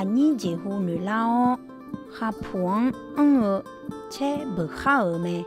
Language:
Akha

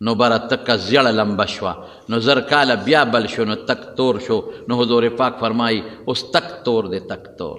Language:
Pashto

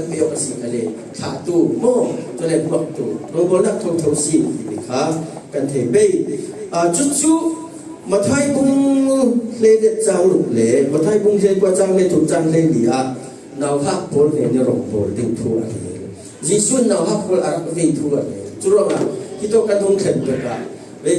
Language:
Falam Chin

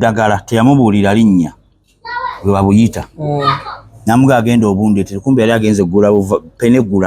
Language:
Ganda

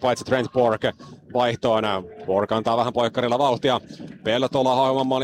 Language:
Finnish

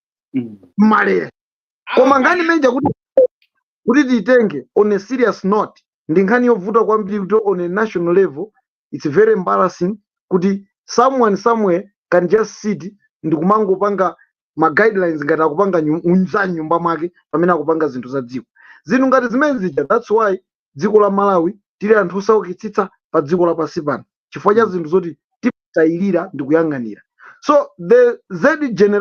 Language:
Nyanja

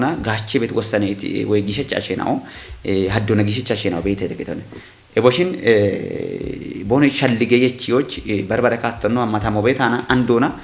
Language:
Kafa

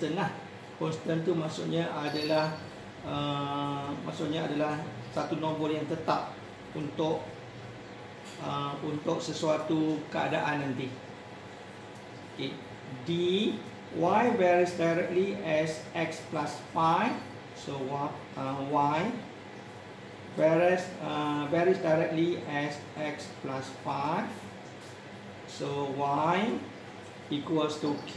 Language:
Malay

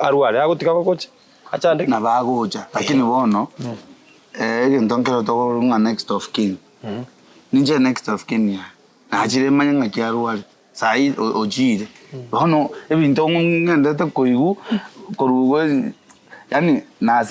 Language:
Gusii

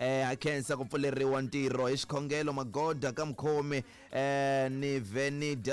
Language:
Tsonga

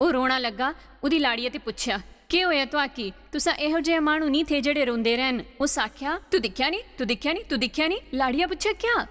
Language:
Dogri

